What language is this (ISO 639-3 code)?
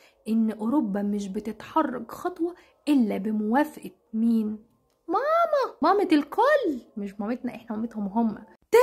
arz